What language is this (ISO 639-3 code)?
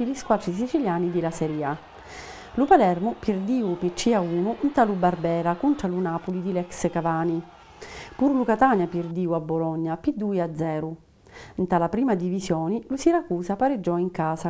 scn